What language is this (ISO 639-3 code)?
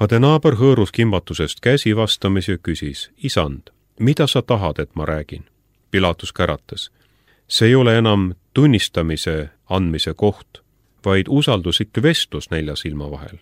est